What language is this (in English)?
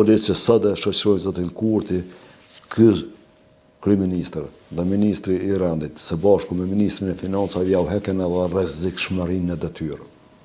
Albanian